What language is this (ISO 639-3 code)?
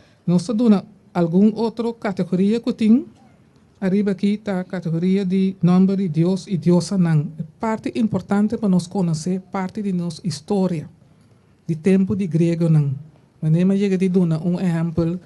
pap